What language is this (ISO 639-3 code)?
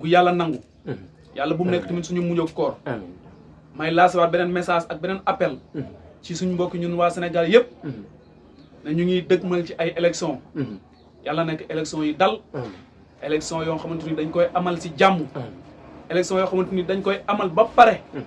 wol